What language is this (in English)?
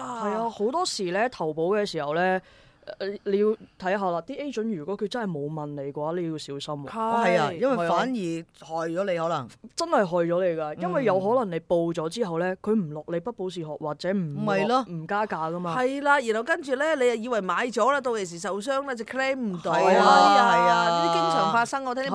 Cantonese